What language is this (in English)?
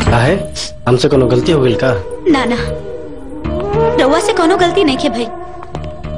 Bhojpuri